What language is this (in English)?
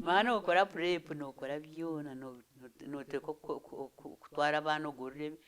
Nyankole